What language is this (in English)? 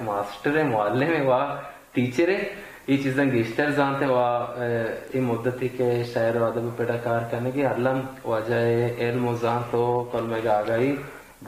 Baluchi